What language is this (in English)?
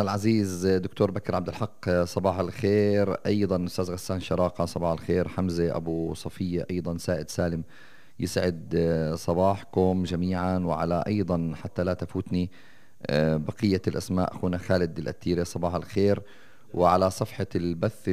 North Levantine Arabic